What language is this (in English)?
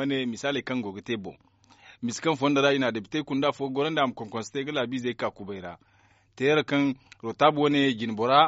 Zarma